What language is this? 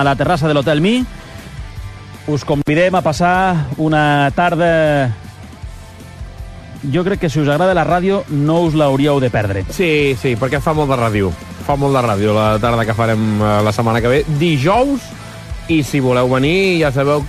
Catalan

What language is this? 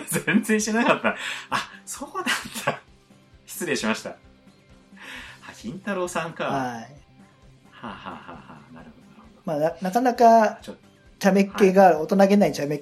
Japanese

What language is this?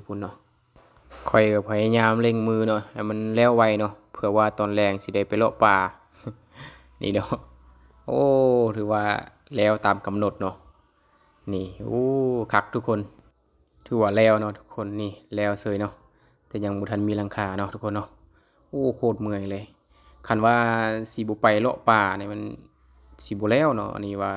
Lao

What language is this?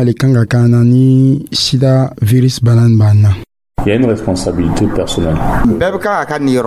Dyula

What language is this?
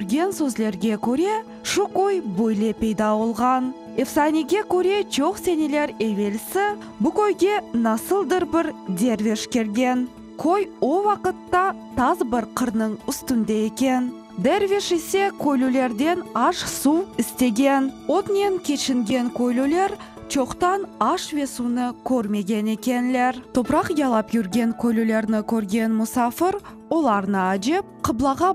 Crimean Tatar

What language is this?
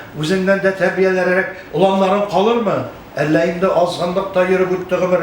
Tatar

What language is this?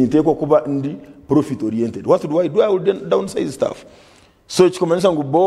Nyankole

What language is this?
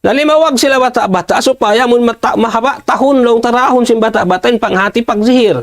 Tausug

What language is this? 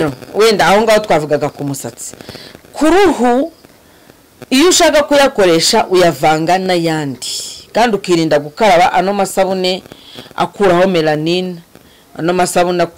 Kinyarwanda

